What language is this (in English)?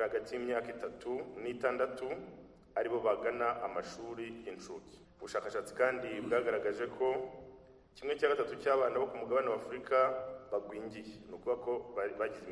Kinyarwanda